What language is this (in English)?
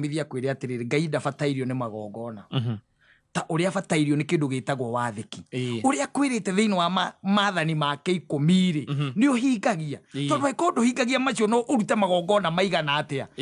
Kikuyu